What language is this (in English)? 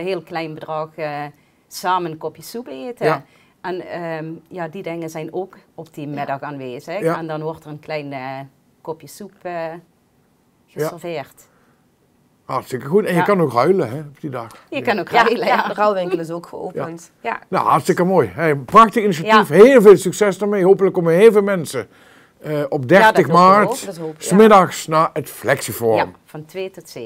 Limburgish